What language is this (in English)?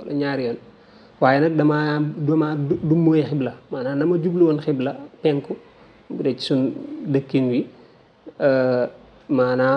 Wolof